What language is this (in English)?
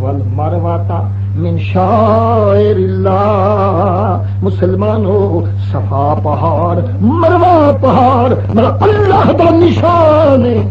Saraiki